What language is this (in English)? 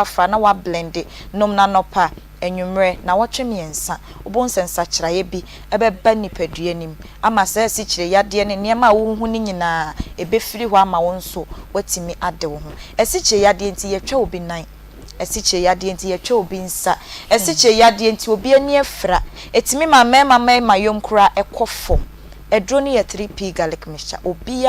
Akan